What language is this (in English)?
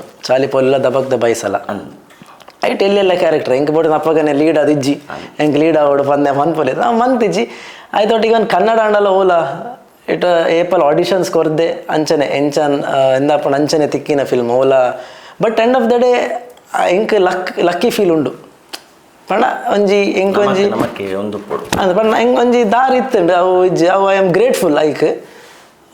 Tulu